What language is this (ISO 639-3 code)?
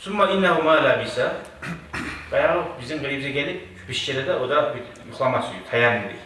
kum